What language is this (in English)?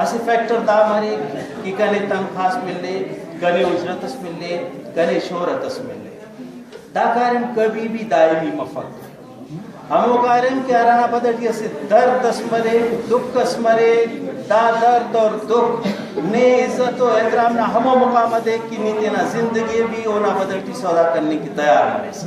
Brahui